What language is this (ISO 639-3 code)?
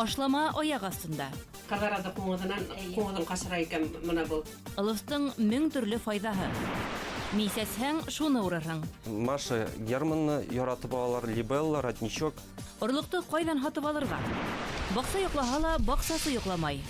bak